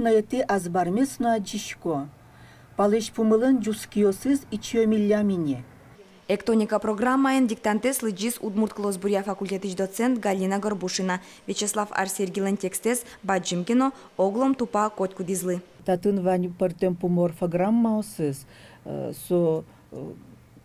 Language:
Udmurt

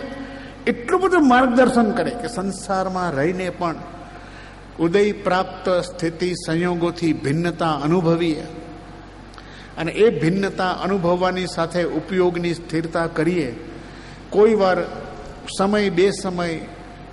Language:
Gujarati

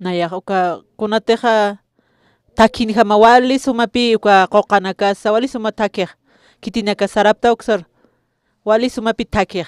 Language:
Aymara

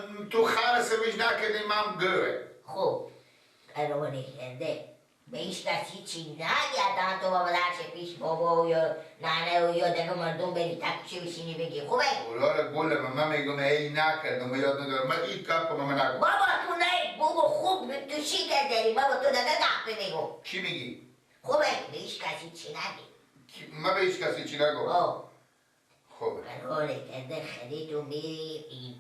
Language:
Persian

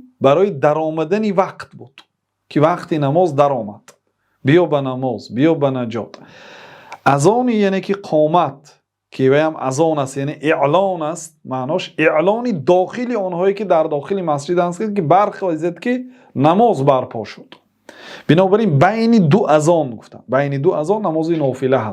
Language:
Tajik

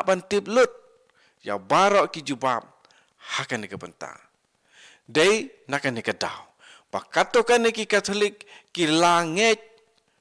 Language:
Khasi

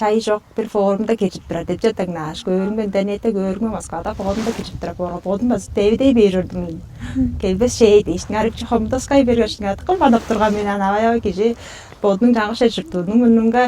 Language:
Tuvinian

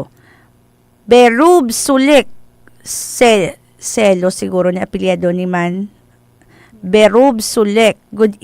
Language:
Hiligaynon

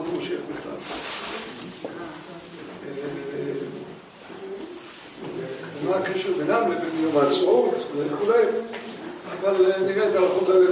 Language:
Hebrew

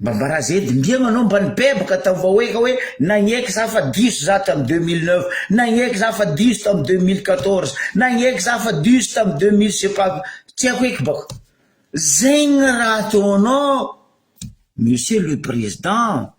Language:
Malagasy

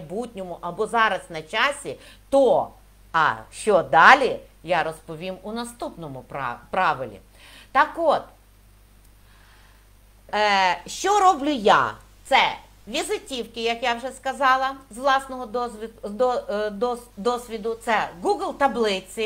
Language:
Ukrainian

